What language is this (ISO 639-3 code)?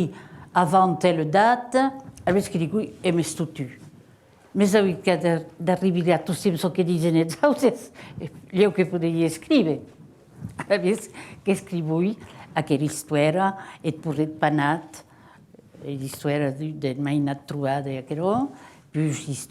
oci